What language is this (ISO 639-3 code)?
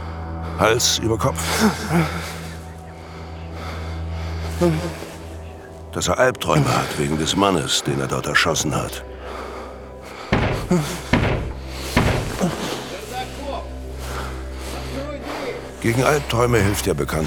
deu